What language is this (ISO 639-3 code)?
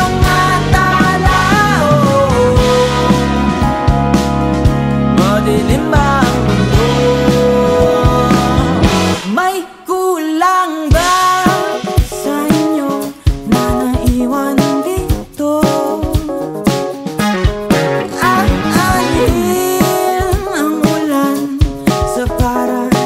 fil